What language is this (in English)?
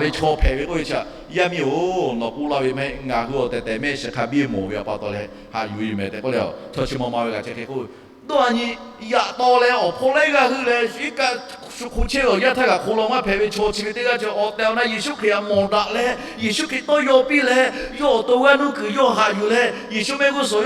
Lahu